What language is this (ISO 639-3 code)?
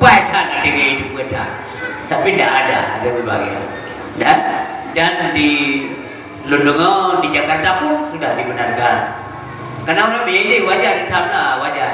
ace